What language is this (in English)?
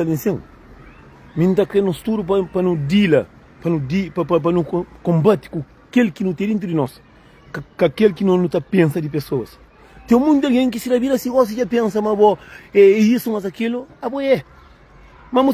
Kabuverdianu